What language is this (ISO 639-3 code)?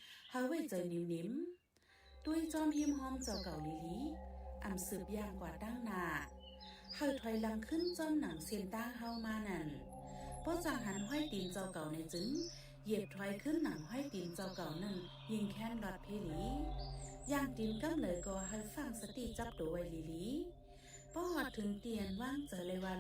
shn